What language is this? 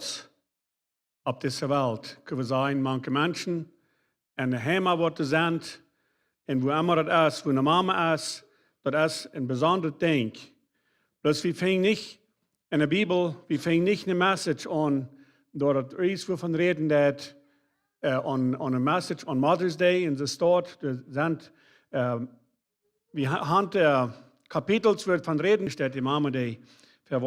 Plautdietsch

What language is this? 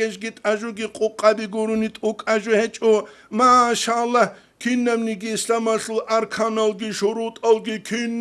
Avaric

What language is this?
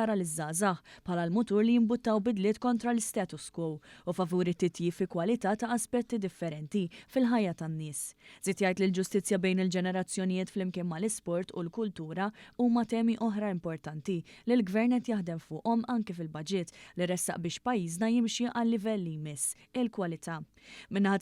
Maltese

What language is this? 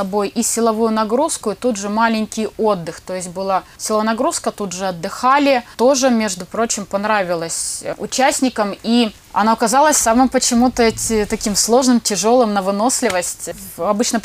Russian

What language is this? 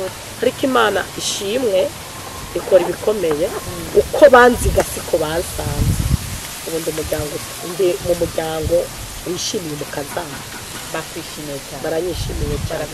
Rundi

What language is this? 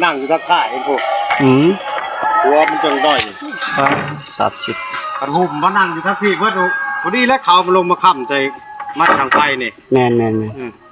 Northeastern Thai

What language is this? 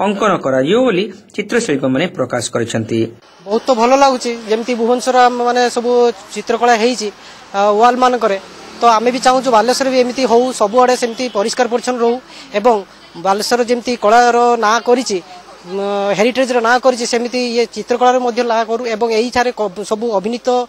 Odia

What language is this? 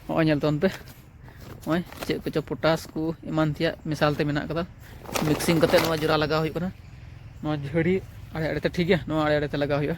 Santali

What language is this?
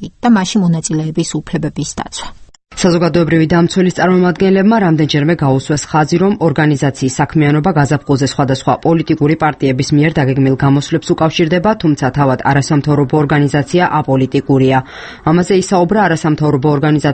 Georgian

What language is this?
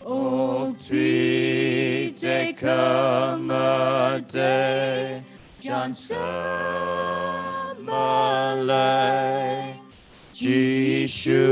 Tangkhul Naga (India)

